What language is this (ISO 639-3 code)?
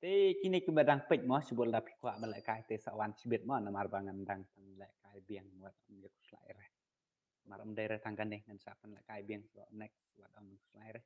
kha